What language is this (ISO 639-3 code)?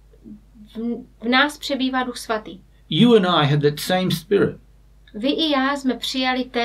ces